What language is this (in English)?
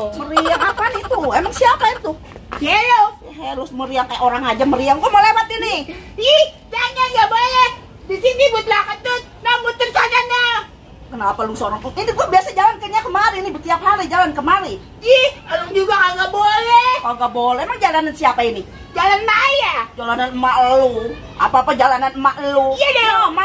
Betawi